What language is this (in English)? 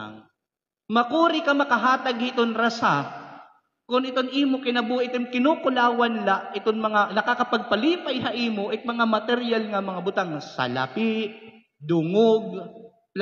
Waray